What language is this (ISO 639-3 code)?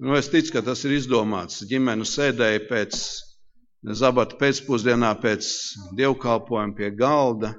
lav